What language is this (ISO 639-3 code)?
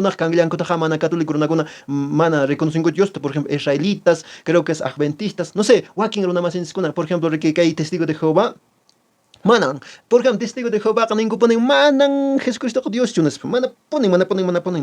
que